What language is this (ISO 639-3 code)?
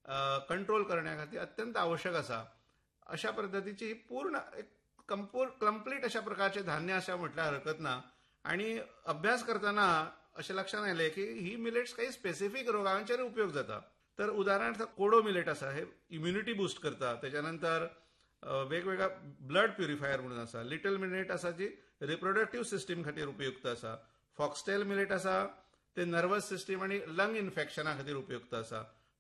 kok